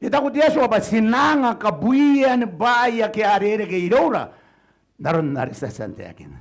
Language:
Gilbertese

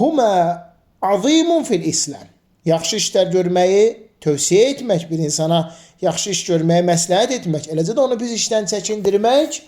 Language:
Azerbaijani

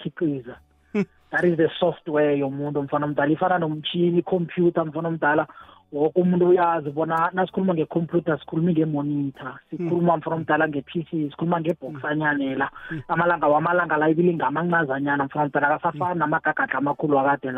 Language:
South Ndebele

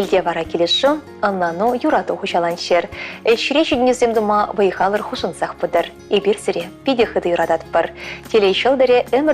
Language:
Chuvash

